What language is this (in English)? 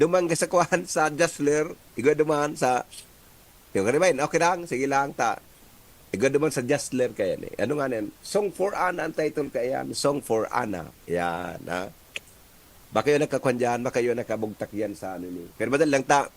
Bikol